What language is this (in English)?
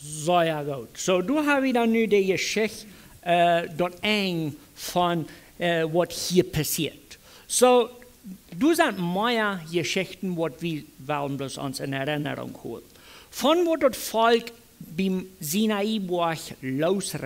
Plautdietsch